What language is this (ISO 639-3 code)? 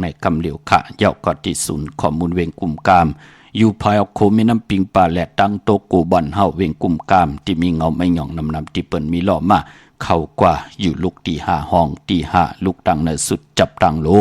shn